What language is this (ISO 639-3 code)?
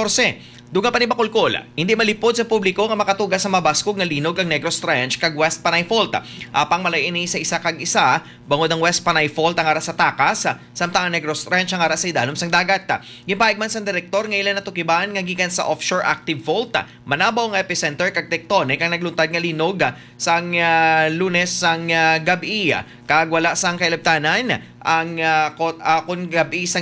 hil